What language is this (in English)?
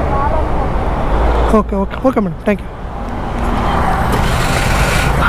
Kannada